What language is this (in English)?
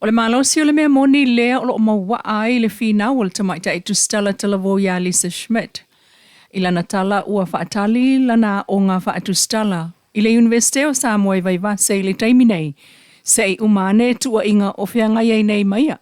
Samoan